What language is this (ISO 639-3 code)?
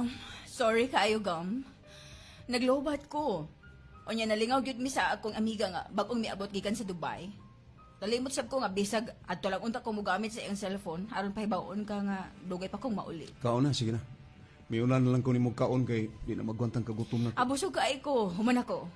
ceb